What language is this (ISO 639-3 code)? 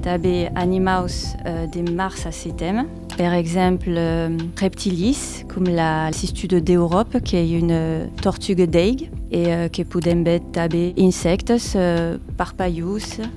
oci